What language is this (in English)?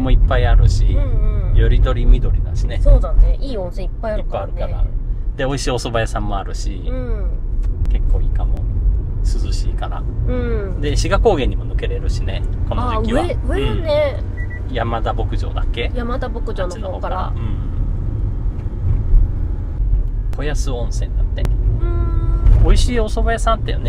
Japanese